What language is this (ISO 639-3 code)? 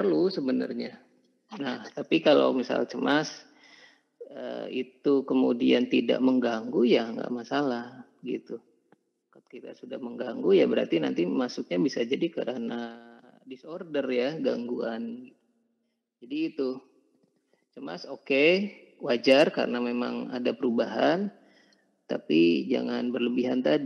ind